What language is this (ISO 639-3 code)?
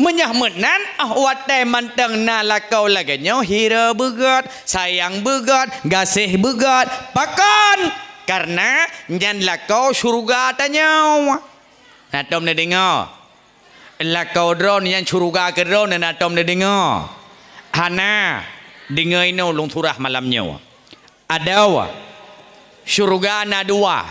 ace